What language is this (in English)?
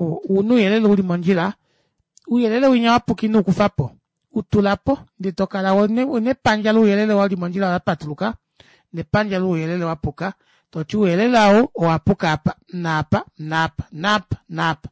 Kuanyama